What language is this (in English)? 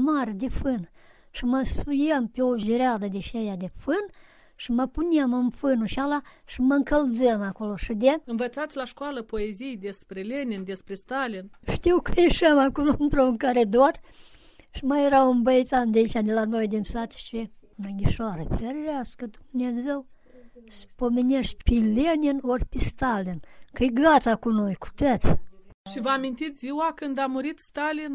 Romanian